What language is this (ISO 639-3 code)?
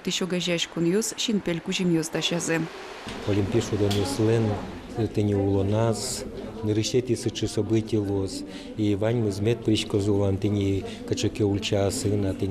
udm